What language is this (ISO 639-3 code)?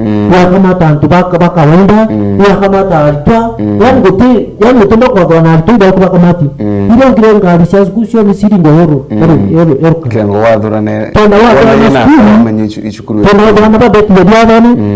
mer